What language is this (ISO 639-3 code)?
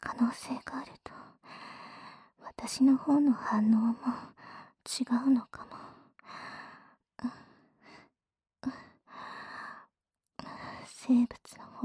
jpn